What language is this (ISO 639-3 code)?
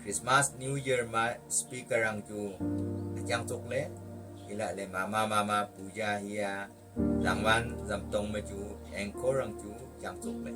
nnp